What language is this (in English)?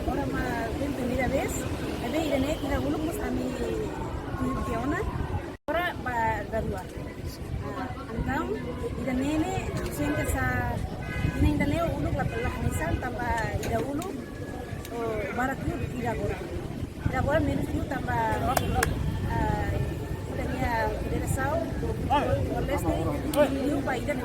Tetum